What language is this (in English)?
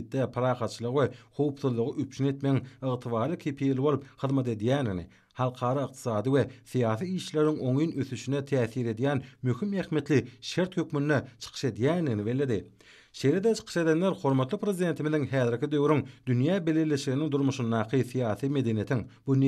Turkmen